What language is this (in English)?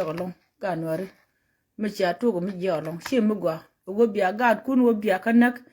Nuer